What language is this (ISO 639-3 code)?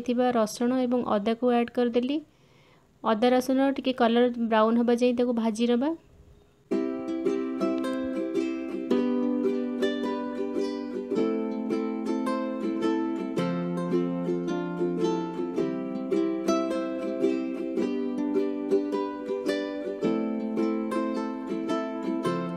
ori